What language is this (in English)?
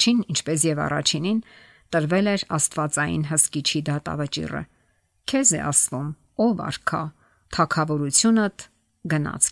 Armenian